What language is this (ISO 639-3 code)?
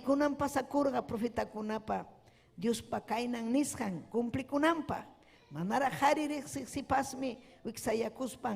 quy